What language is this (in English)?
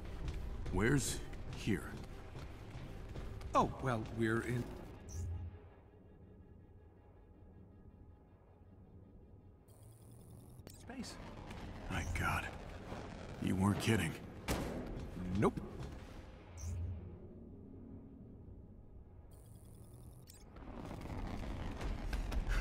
English